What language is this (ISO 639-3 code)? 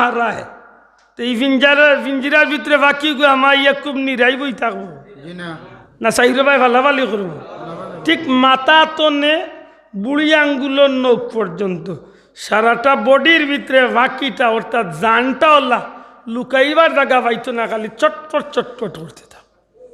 syl